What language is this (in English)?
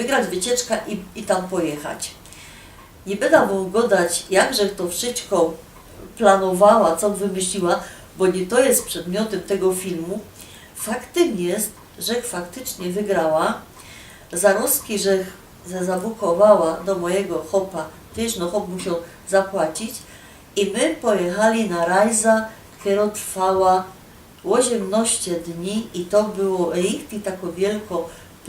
Silesian